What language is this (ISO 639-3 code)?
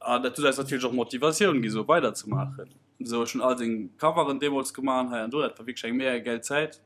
ltz